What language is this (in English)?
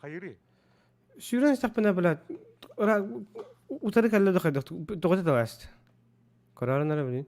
Yakut